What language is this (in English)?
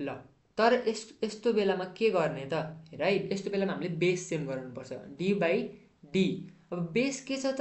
Nepali